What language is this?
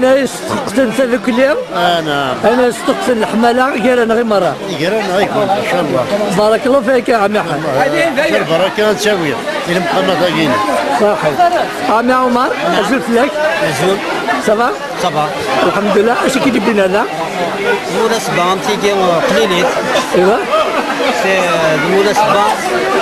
Kabyle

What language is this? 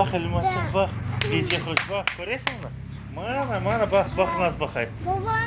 Crimean Tatar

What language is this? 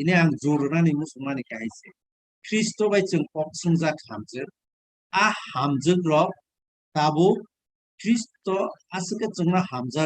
Kok Borok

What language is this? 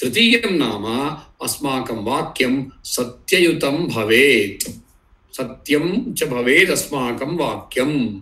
Sanskrit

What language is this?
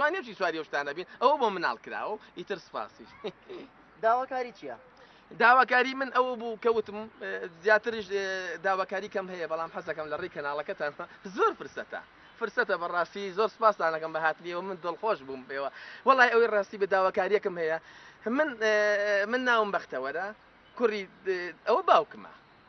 Central Kurdish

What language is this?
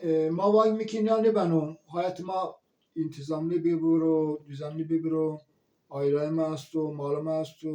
Zaza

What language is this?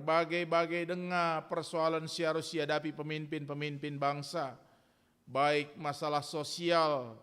Batak Karo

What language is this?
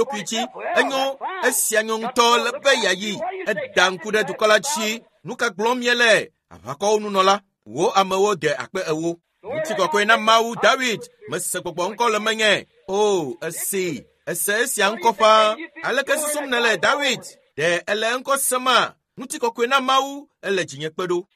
Ewe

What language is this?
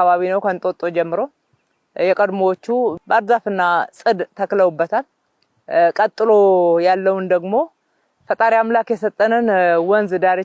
Amharic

